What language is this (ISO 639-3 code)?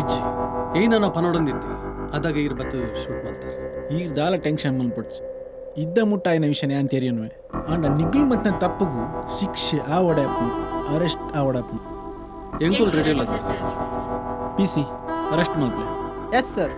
tcy